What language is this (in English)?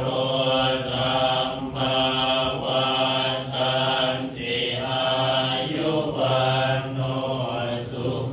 Pali